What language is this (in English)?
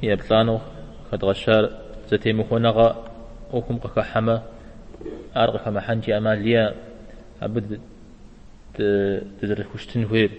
Kabardian